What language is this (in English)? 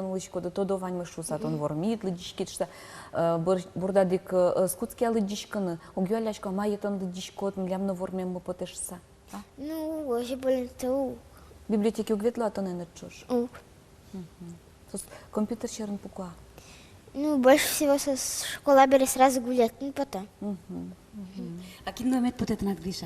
Udmurt